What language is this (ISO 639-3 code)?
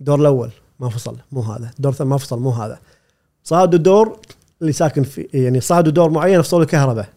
afb